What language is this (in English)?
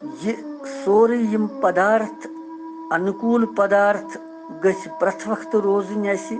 Kashmiri